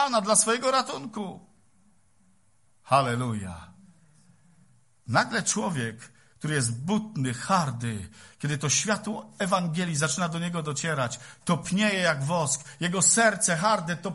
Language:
Polish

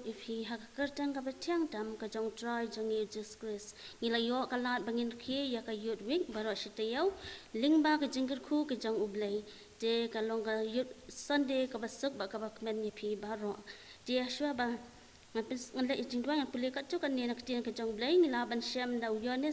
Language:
Khasi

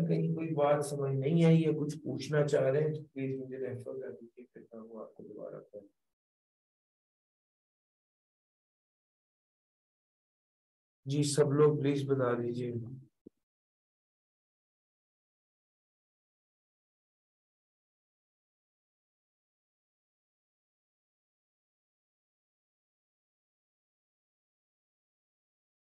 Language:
Hindi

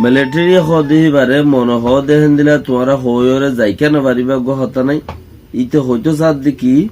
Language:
Rohingya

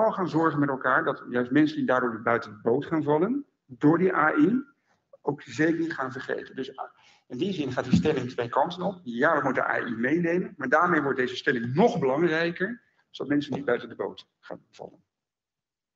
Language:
Dutch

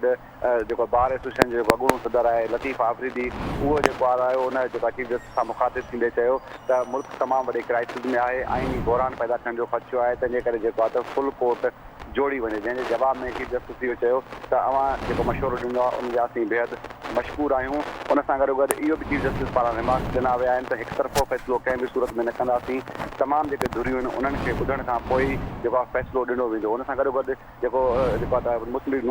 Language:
Sindhi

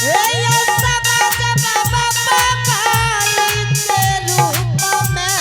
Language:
Angika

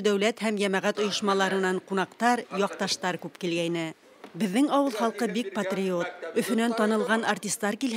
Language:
Bashkir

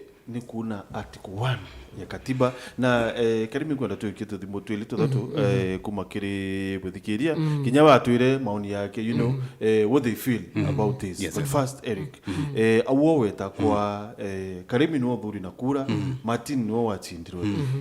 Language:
Meru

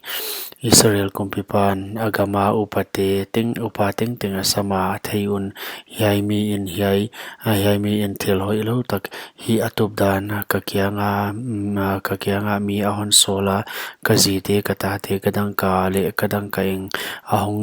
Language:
Paite Chin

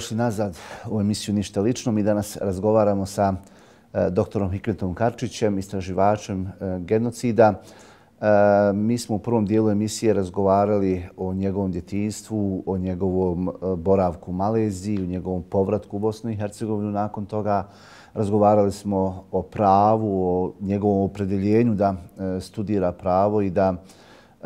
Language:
Bosnian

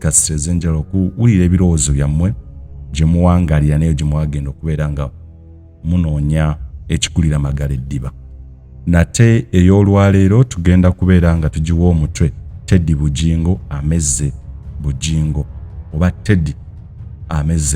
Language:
Ganda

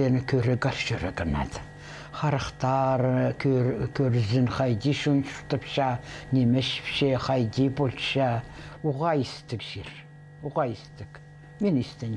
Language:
Khakas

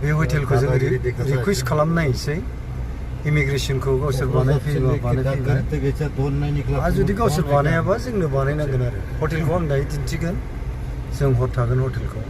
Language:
Bodo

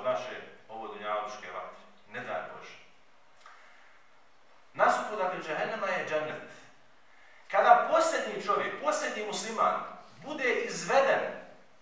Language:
Bosnian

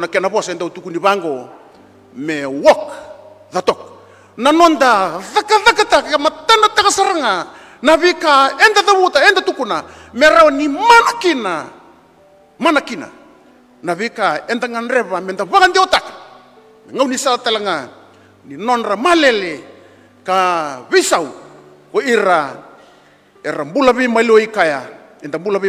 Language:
Fijian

